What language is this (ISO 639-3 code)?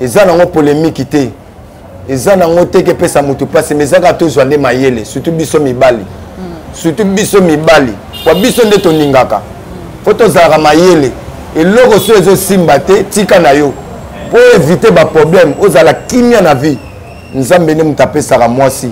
lin